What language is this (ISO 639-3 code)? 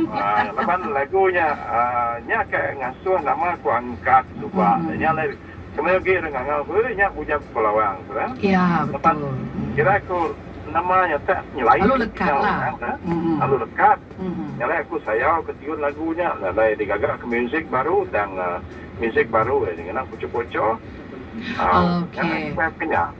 iba